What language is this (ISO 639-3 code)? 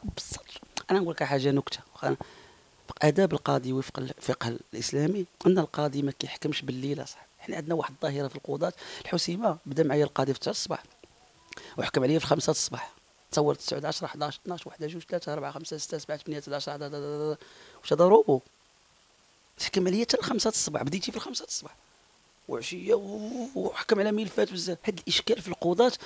ary